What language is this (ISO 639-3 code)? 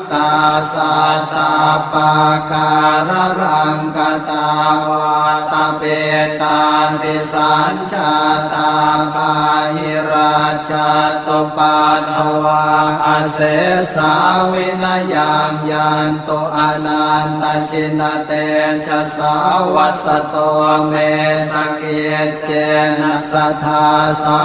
pli